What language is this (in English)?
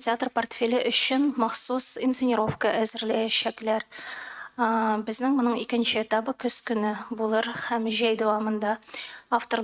Tatar